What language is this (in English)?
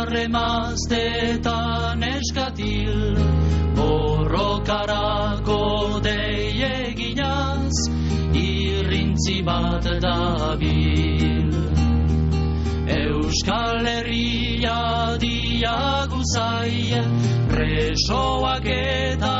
Basque